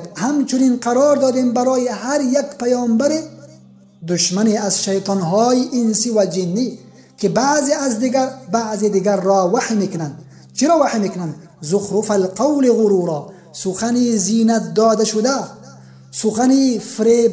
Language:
Tajik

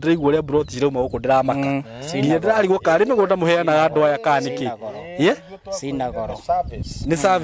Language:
Kikuyu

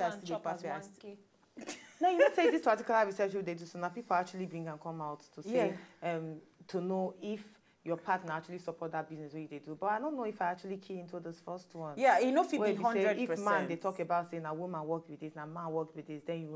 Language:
Nigerian Pidgin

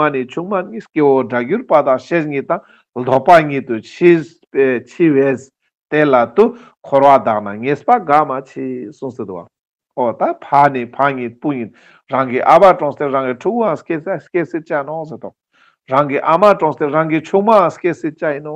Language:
Ladakhi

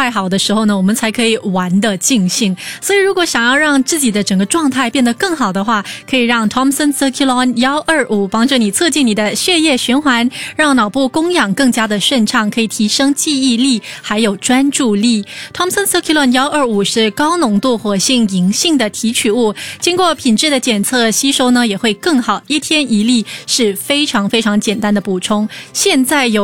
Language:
Chinese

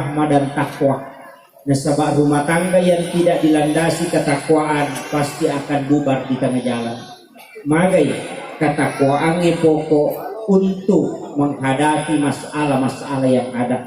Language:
Buginese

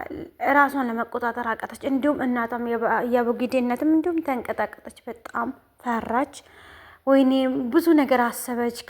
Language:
Amharic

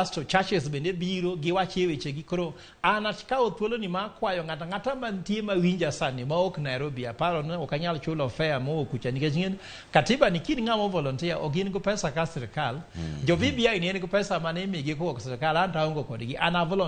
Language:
Luo (Kenya and Tanzania)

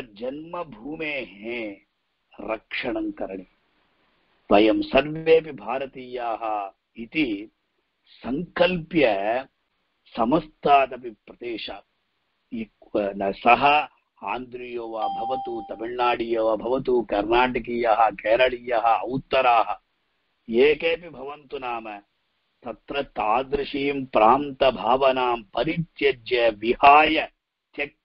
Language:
Sanskrit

